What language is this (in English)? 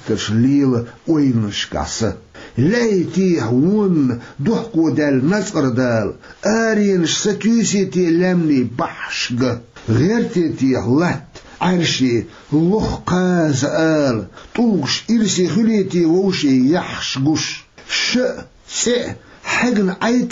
Chechen